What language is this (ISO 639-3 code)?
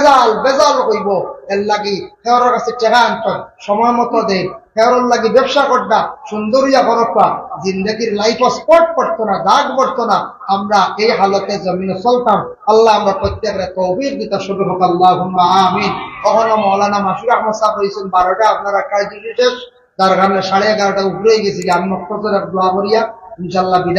syl